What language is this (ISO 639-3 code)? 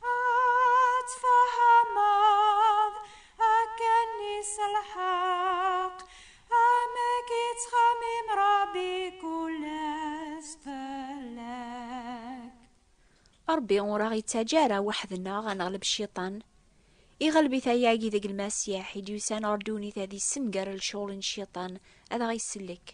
kab